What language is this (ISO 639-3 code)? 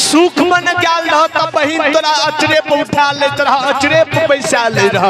mai